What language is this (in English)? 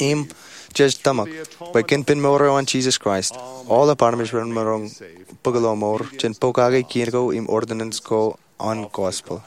Marshallese